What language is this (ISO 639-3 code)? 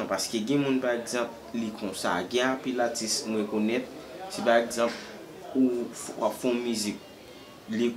hat